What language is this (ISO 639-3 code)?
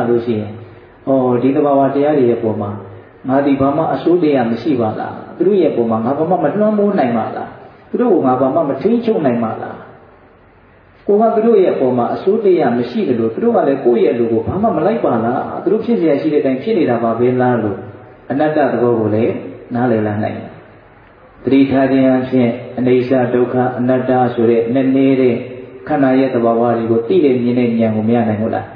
mya